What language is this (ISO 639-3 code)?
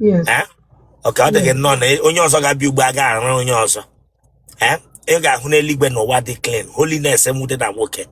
ibo